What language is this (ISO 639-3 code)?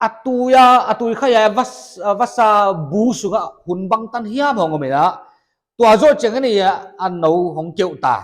pck